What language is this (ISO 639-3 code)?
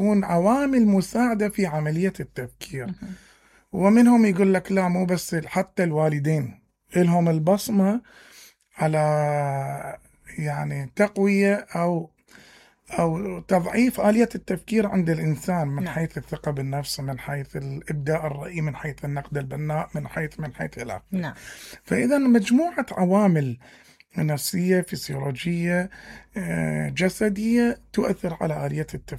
acm